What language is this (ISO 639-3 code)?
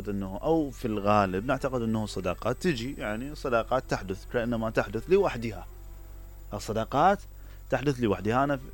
acm